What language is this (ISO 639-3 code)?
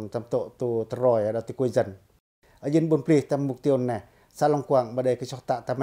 pac